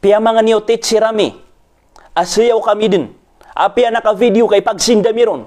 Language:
Maranao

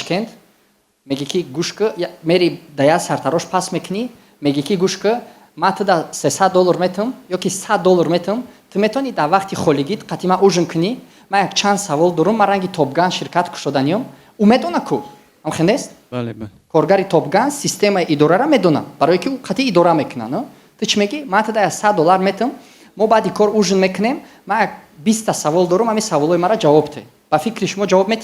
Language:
Tajik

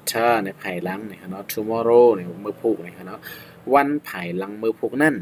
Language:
Shan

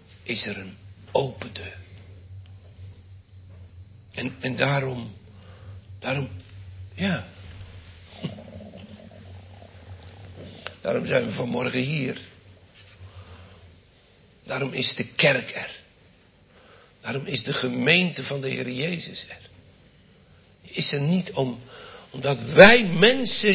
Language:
Dutch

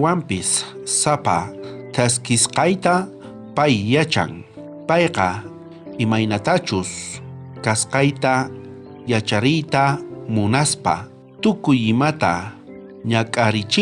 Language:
South Bolivian Quechua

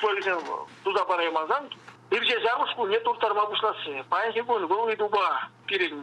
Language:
Chuvash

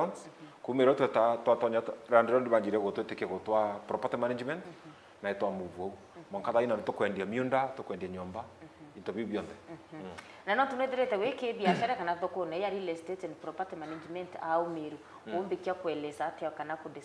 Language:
Meru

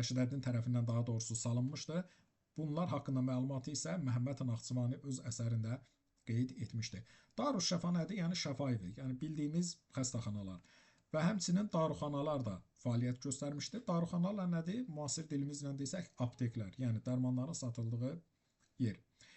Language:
Azerbaijani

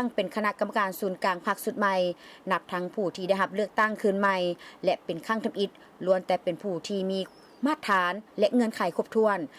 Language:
Lao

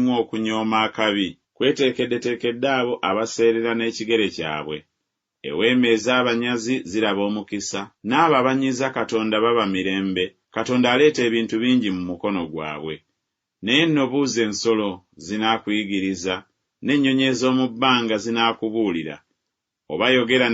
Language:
Ganda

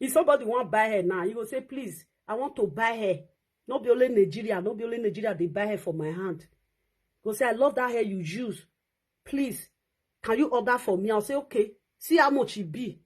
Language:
Nigerian Pidgin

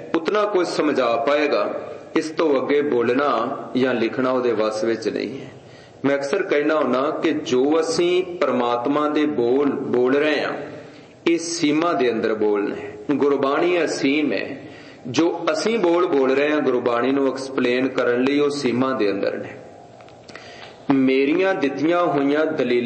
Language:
Punjabi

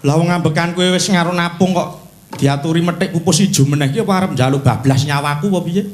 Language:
Javanese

